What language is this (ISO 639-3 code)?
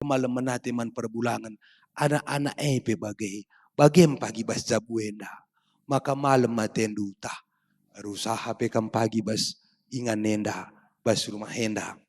btx